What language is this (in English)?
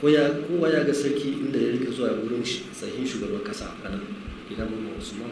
Hausa